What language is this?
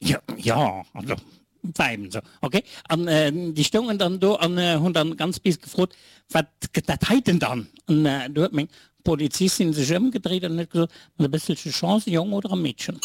Luxembourgish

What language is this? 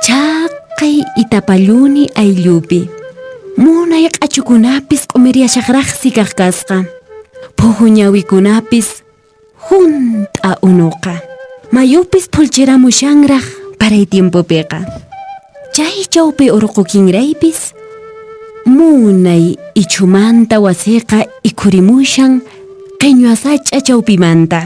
Quechua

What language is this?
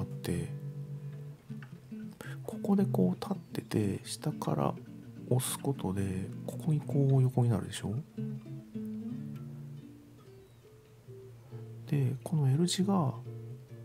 Japanese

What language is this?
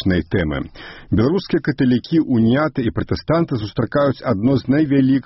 Belarusian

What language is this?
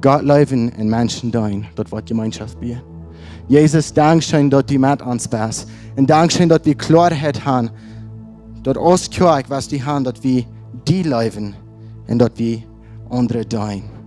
Plautdietsch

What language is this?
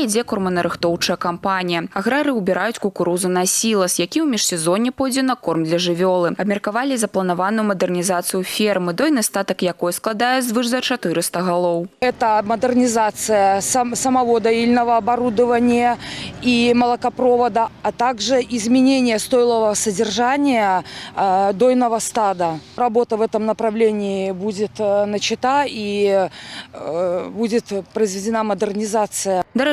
Belarusian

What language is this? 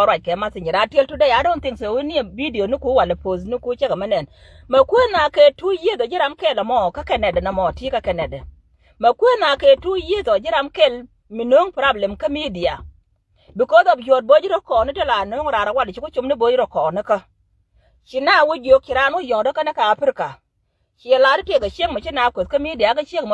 Nuer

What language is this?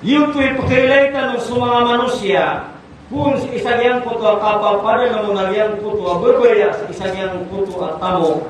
Maranao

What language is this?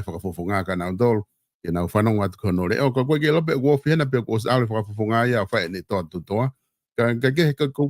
Tongan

